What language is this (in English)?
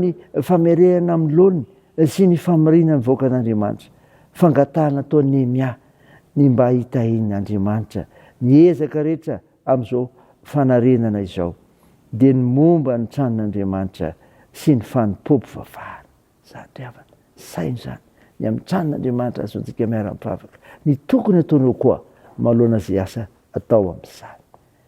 Malagasy